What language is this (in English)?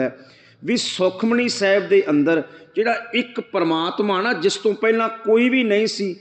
Punjabi